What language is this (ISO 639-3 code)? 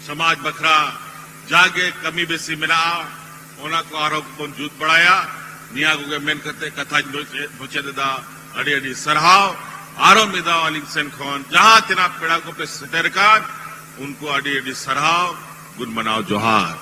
sat